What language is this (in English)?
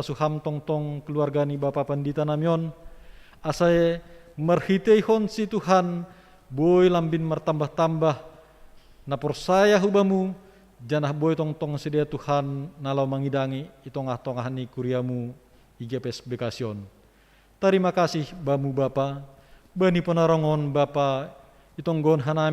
Batak Simalungun